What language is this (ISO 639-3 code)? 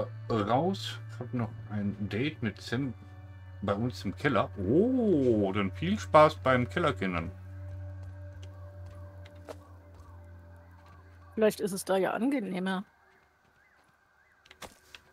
deu